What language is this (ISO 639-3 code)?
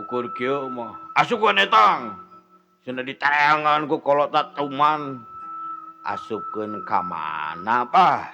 sun